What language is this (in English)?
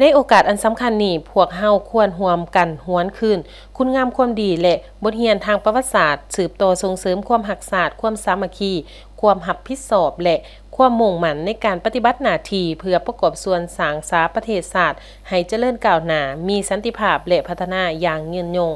Lao